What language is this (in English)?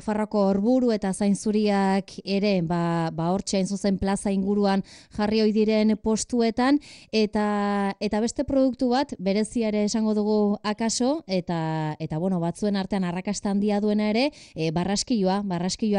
Basque